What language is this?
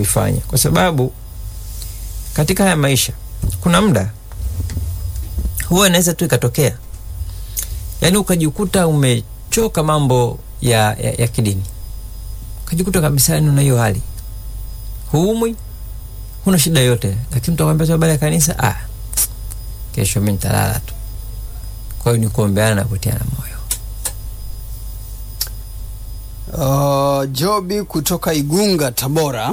Swahili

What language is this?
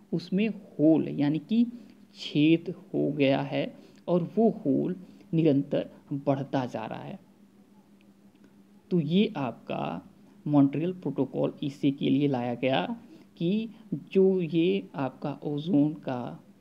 Hindi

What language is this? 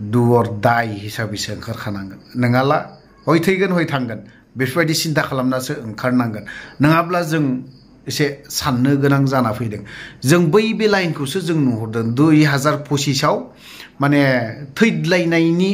Bodo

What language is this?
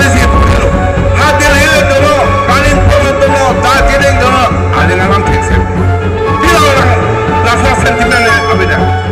Karbi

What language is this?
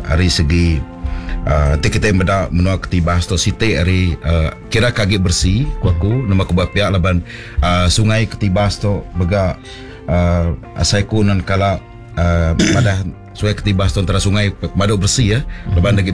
Iban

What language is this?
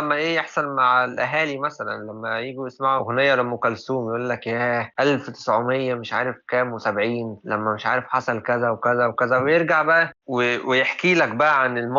Egyptian Arabic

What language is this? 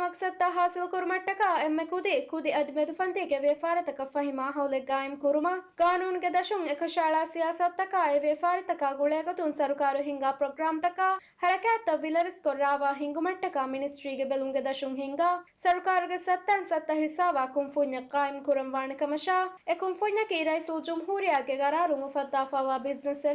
Divehi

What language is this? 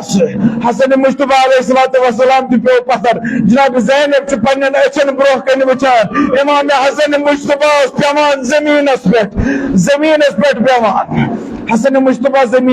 Kashmiri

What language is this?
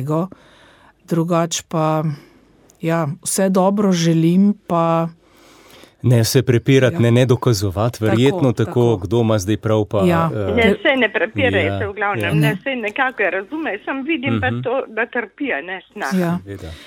Slovenian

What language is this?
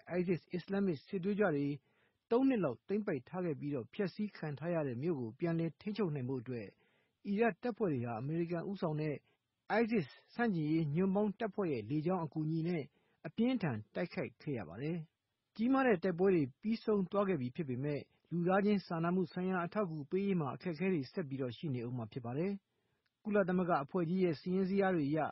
Burmese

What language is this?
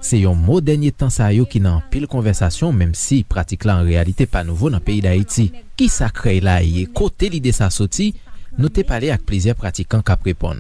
Haitian Creole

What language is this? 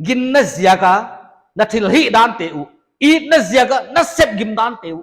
Paite Chin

